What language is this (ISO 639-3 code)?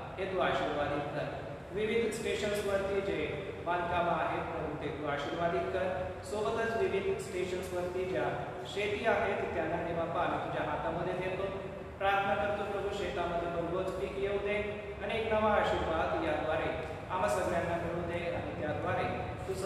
mar